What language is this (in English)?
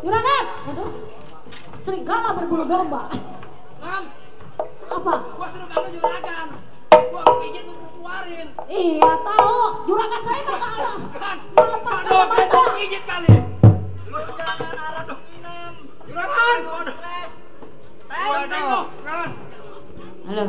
Betawi